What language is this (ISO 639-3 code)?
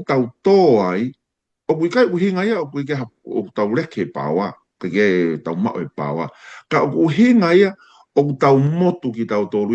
ton